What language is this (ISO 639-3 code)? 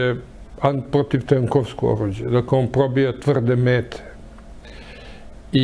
srp